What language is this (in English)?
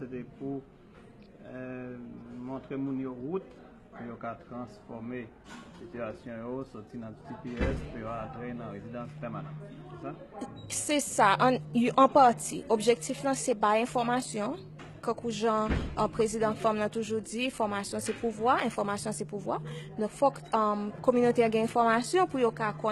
Haitian Creole